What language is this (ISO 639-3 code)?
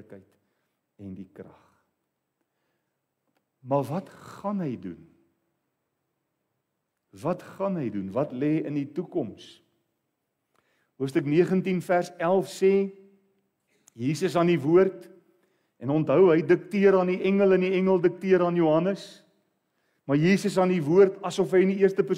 afr